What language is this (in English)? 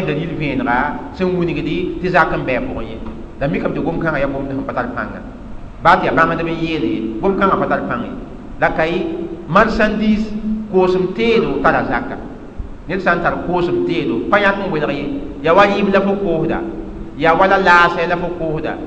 Mossi